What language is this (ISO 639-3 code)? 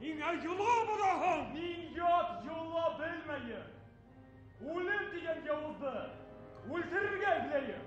bak